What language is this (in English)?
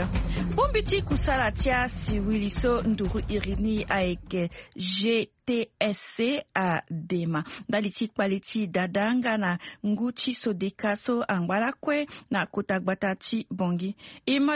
Sango